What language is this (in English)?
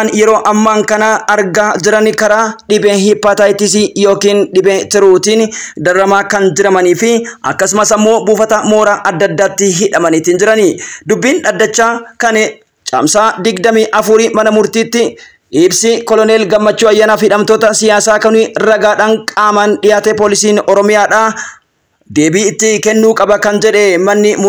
Oromo